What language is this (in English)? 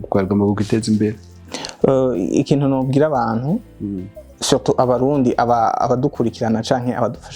Rundi